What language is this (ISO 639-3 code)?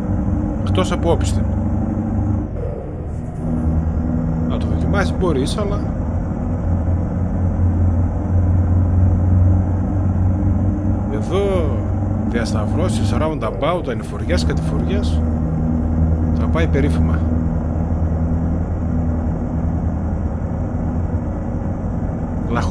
ell